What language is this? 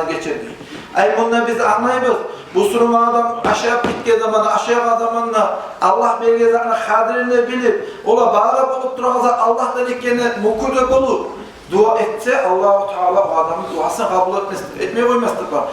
Kumyk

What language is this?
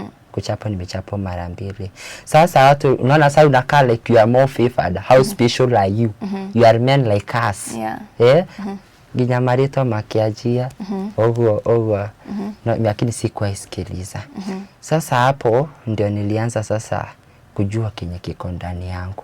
Kikuyu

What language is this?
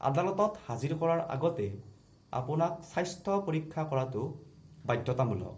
Assamese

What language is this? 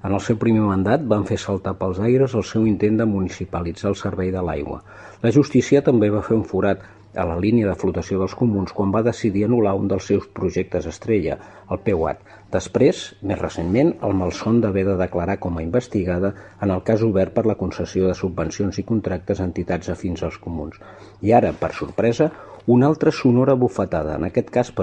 Catalan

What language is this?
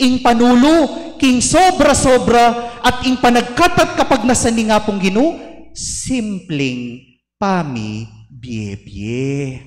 Pampanga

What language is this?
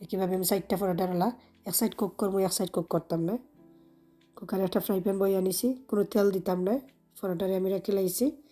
Sylheti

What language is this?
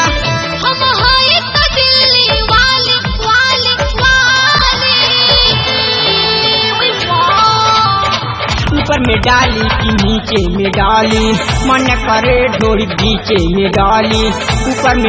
Bhojpuri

